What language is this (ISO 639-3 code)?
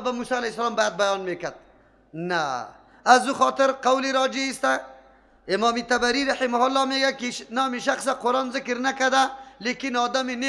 fas